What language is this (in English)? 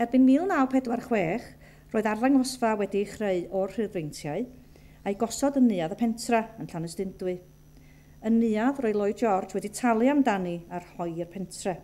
Welsh